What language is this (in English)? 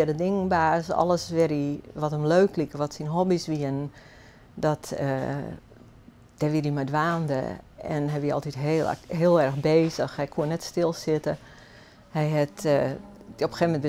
Western Frisian